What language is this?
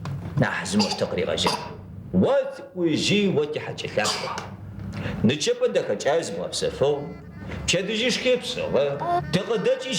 Adyghe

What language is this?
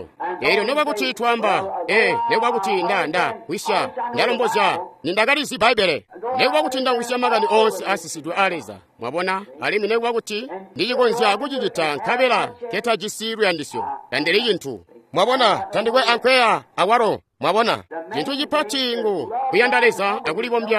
Tonga (Zambia)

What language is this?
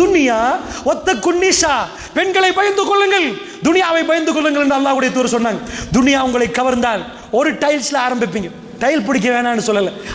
Tamil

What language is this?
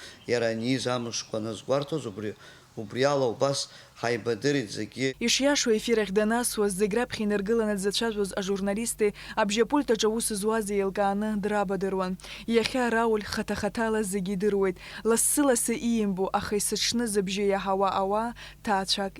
Abkhazian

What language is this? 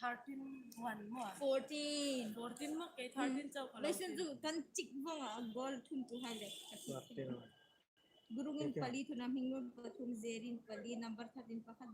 Hmar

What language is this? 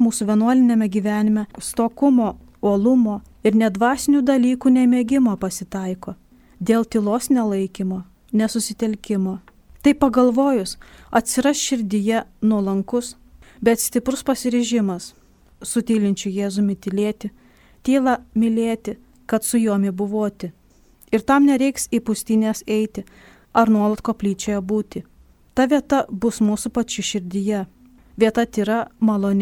Lithuanian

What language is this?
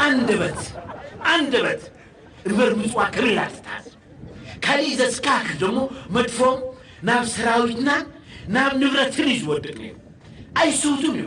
Tigrinya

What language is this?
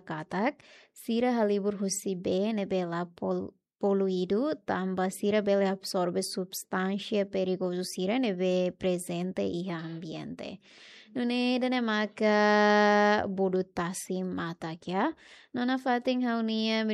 Tetum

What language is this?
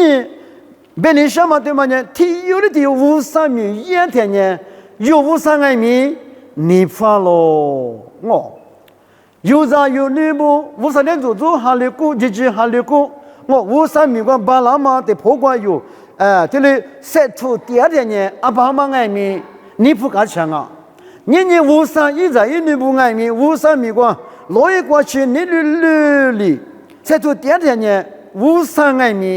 Lisu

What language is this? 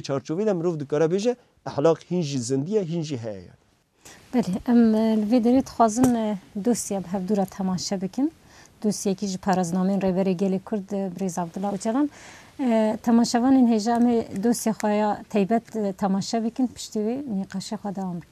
Kurdish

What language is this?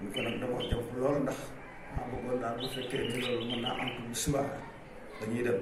Wolof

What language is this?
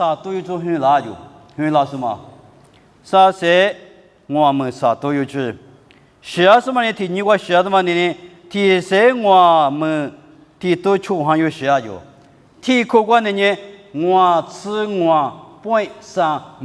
Lisu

